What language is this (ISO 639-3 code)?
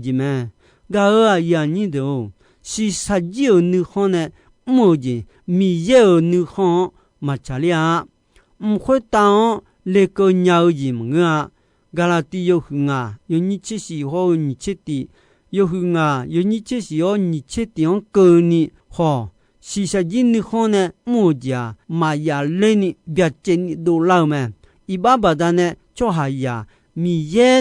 ahk